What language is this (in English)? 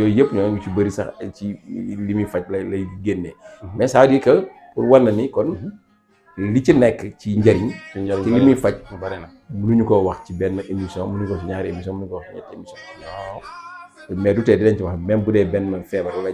Wolof